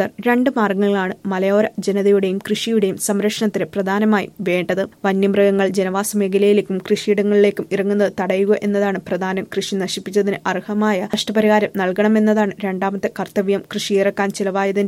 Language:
Malayalam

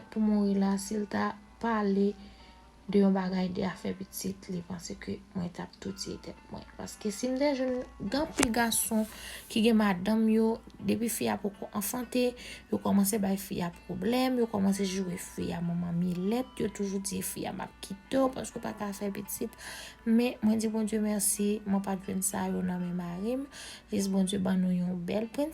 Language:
Haitian Creole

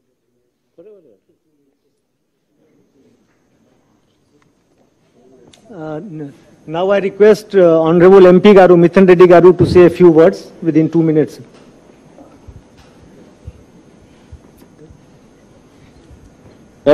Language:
Telugu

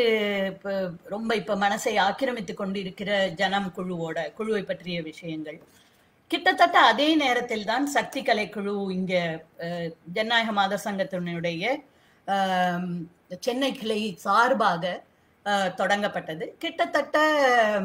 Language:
Tamil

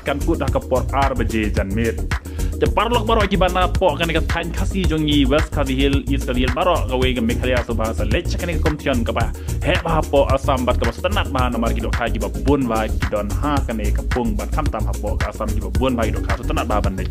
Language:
Khasi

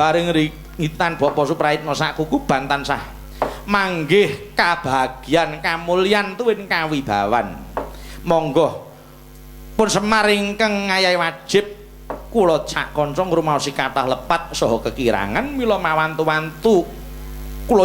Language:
Javanese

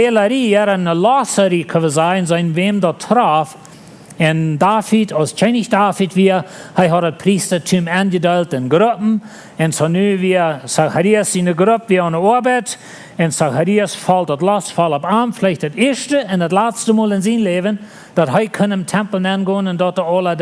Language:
Plautdietsch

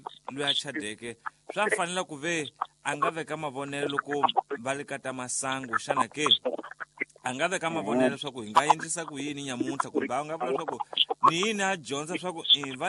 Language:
Tsonga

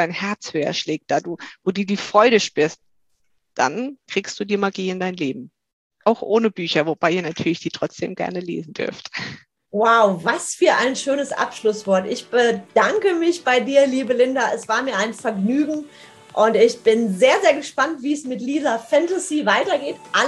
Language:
German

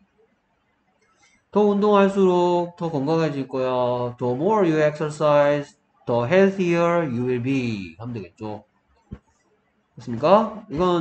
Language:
Korean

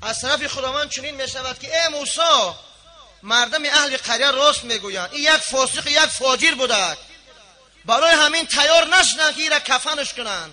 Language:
Tajik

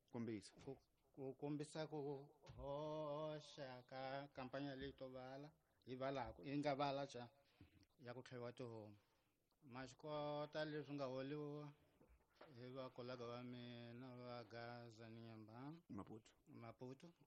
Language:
Tsonga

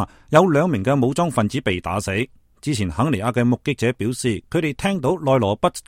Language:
Cantonese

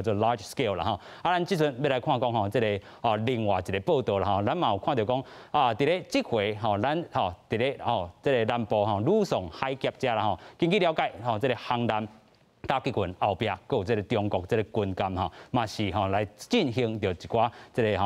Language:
Min Nan Chinese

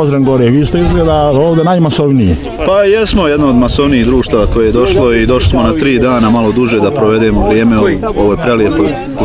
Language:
Croatian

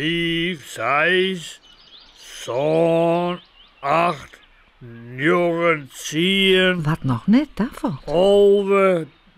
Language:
Western Frisian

